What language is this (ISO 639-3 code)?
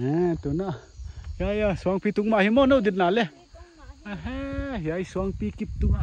pck